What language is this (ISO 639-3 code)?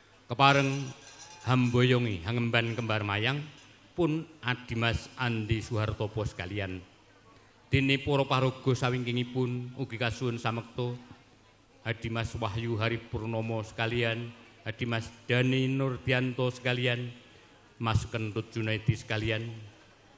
jav